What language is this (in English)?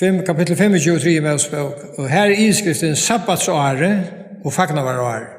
Faroese